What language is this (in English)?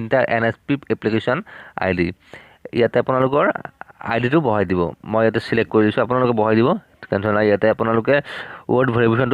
Assamese